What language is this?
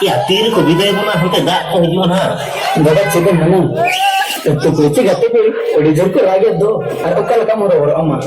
Santali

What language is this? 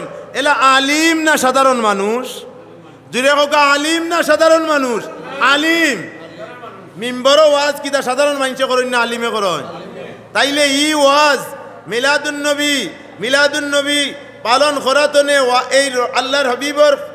Sylheti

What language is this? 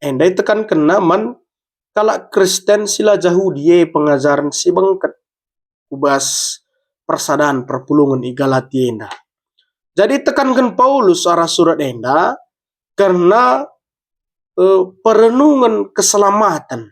Batak Karo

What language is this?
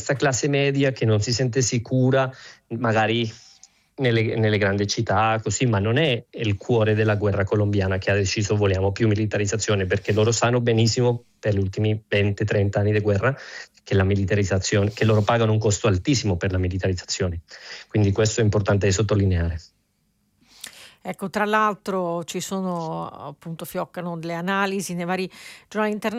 Italian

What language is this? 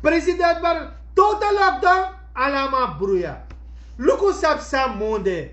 Sranan Tongo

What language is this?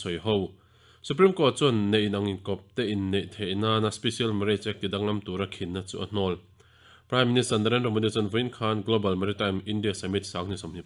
Mizo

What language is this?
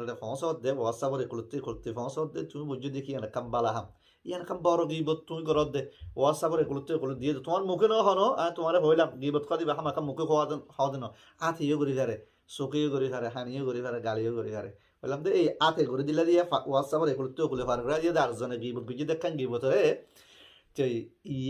Rohingya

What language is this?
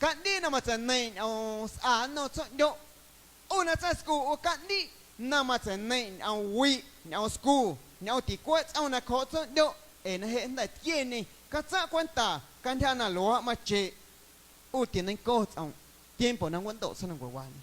Guerrero Amuzgo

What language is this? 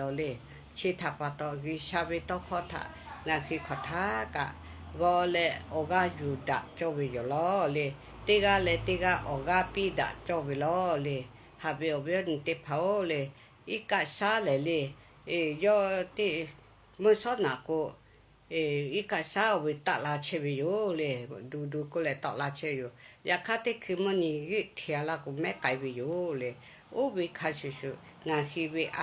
Lahu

